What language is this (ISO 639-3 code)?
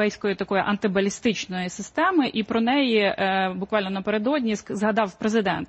ukr